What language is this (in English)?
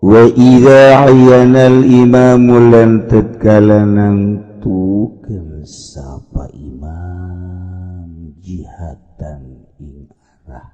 Sundanese